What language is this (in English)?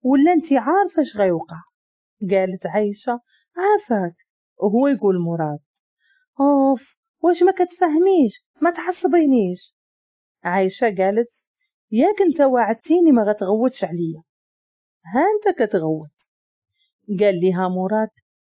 Moroccan Arabic